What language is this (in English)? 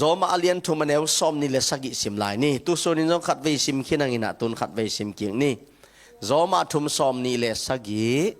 Tedim Chin